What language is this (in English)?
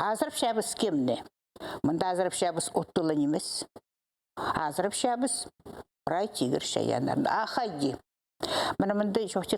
Khakas